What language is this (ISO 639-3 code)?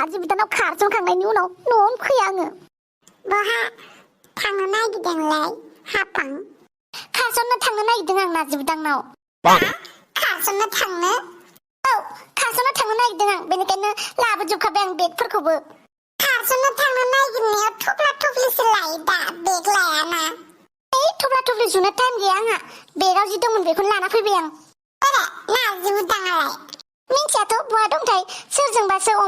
brx